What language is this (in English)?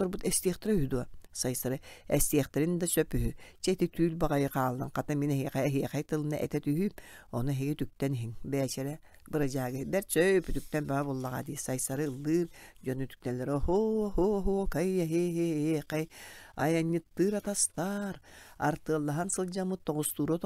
Yakut